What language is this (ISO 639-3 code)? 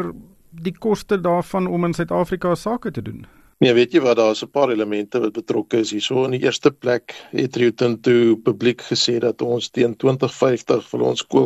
afr